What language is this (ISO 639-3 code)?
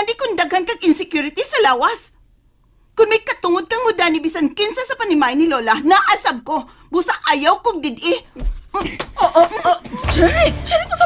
ceb